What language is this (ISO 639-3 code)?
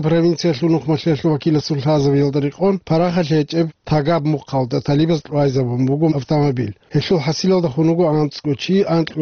ava